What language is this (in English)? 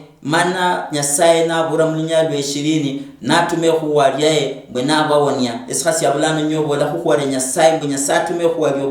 Luyia